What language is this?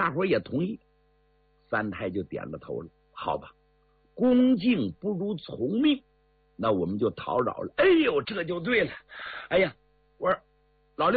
Chinese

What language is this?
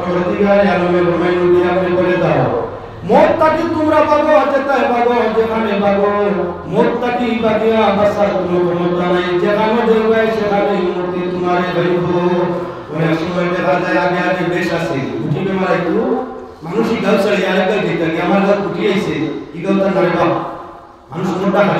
Sylheti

